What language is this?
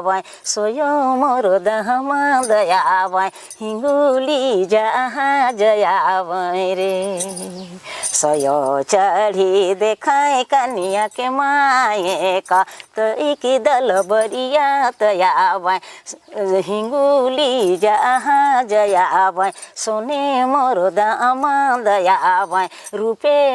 Sadri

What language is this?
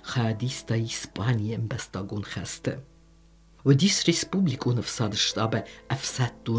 Ossetic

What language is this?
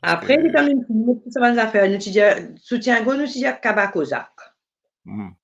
Morisyen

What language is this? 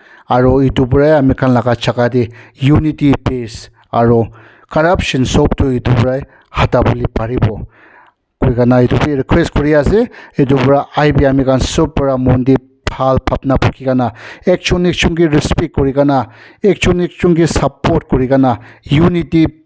Naga Pidgin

